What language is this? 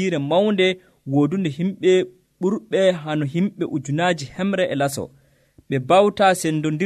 Nigerian Fulfulde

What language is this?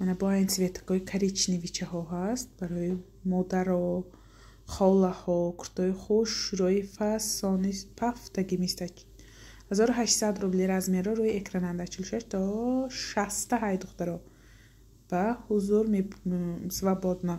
Tajik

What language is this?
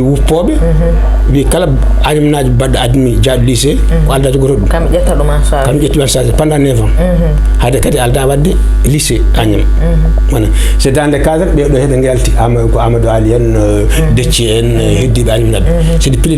Fula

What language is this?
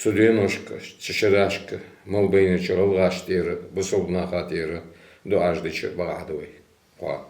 Ingush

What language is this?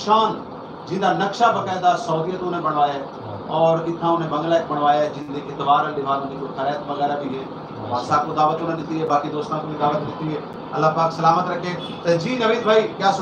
Saraiki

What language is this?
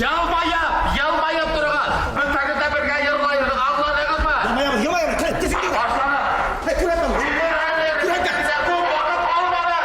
Bashkir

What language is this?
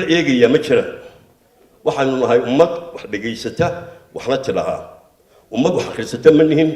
Somali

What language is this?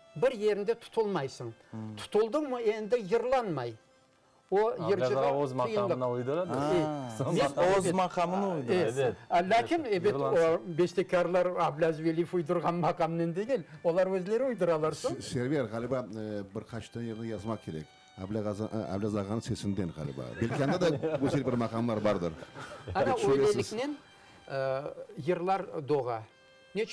Crimean Tatar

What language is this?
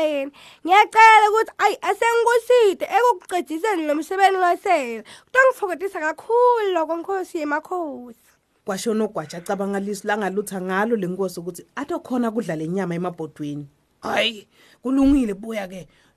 Swati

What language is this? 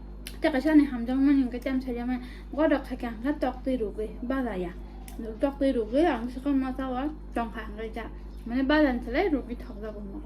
Kok Borok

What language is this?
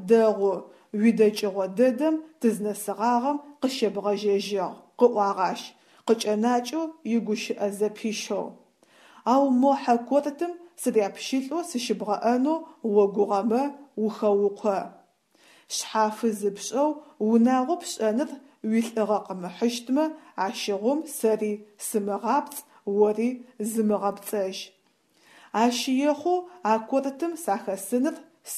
Adyghe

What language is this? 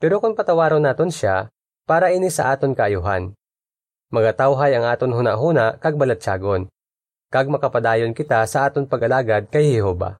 Hiligaynon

